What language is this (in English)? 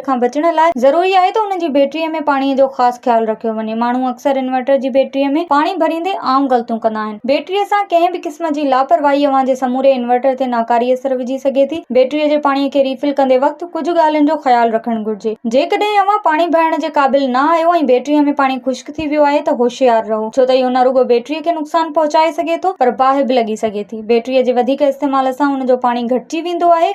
Sindhi